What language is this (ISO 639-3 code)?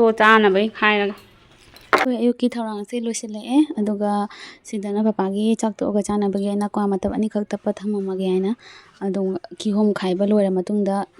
mni